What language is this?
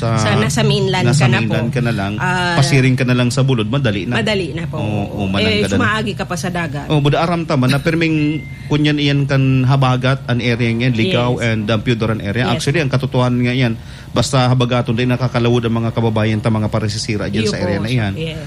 Bikol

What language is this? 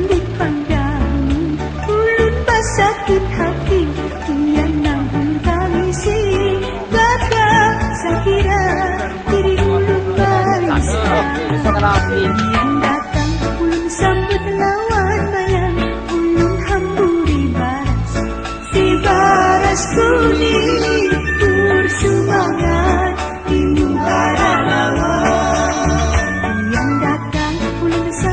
Banjar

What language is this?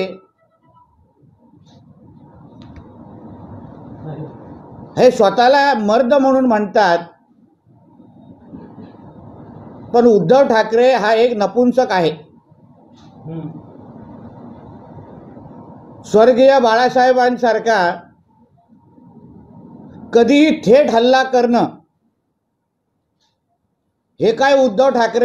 Marathi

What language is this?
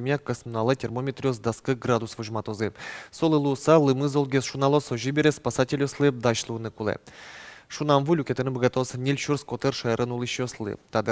Udmurt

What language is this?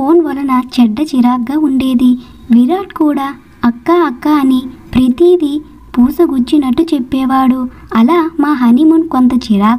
Telugu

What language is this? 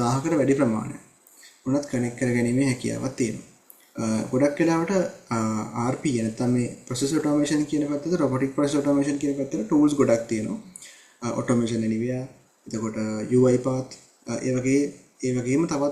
Sinhala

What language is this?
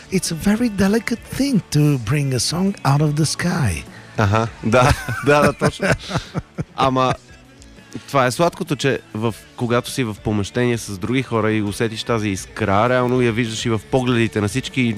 Bulgarian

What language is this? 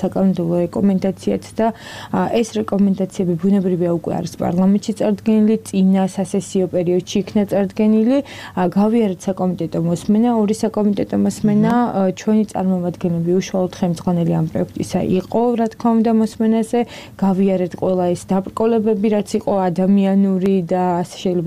Georgian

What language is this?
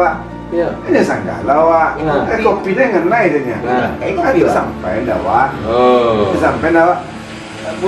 Minangkabau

